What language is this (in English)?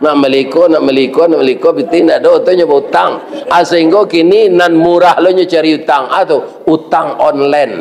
Minangkabau